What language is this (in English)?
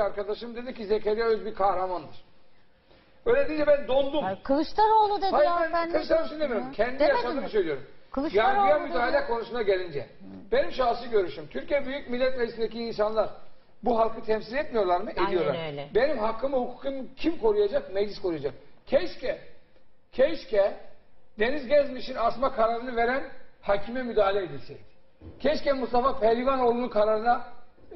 Turkish